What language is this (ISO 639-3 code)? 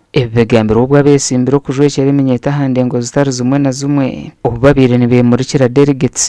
nyn